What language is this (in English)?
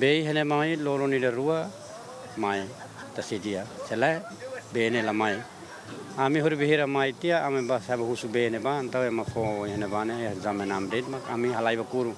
Tetum